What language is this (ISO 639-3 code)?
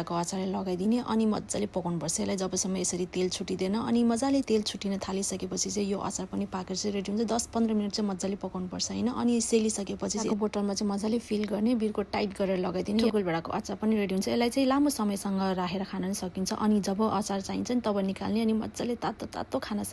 nep